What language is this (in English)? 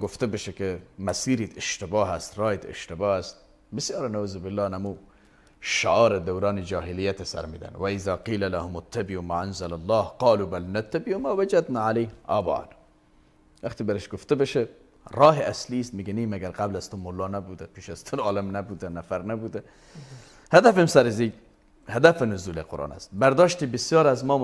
Persian